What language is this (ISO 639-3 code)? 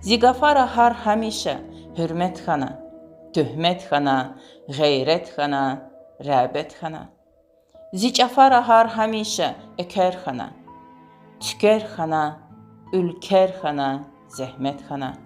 lez